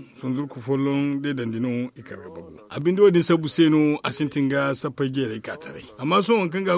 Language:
Zarma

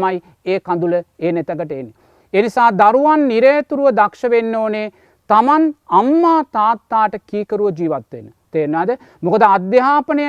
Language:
Sinhala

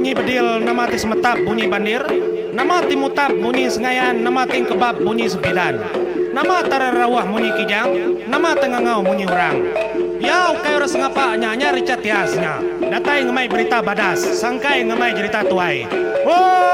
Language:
Iban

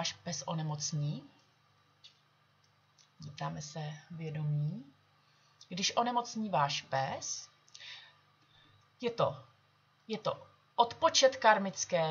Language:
Czech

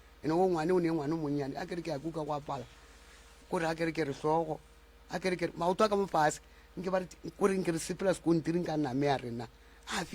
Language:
Northern Sotho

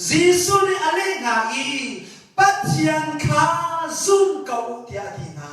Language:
Hakha Chin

